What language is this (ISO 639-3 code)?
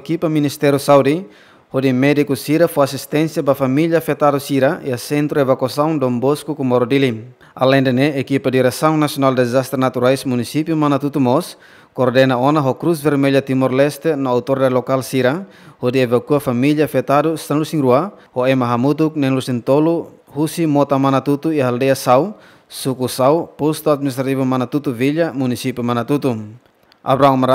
tet